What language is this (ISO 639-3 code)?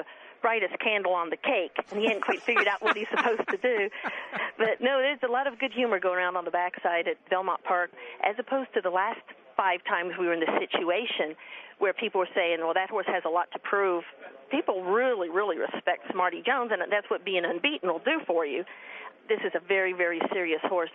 eng